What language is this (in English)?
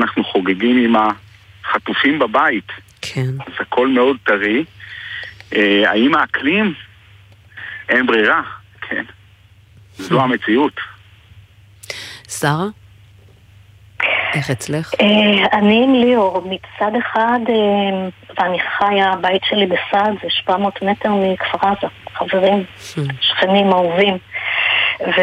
Hebrew